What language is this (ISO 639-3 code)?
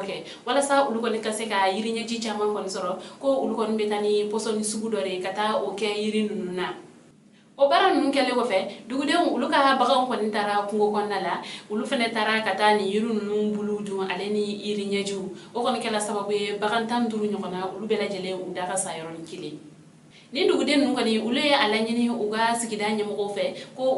bam